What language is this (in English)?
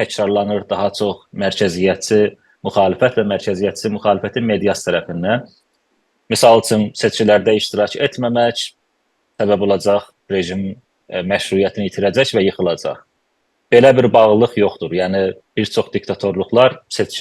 South Azerbaijani